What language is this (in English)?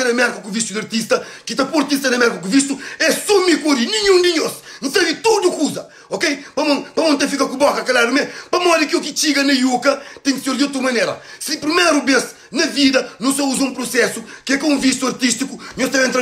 Kabuverdianu